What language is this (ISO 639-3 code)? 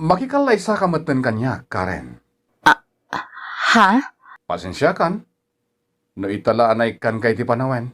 ilo